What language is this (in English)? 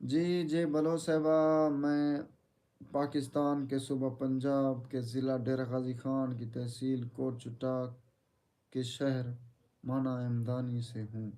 Saraiki